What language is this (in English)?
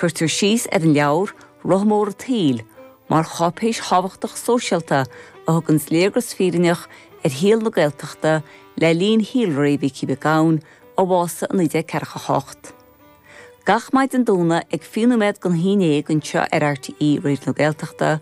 Irish